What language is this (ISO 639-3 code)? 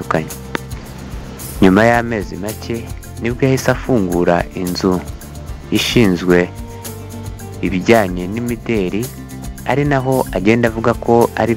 kin